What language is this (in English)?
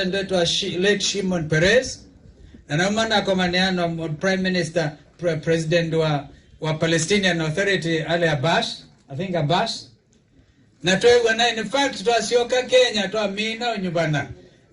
Kamba